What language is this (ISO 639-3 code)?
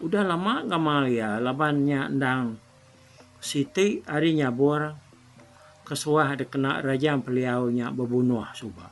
iba